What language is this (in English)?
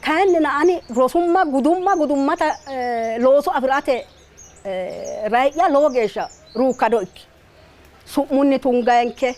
Sidamo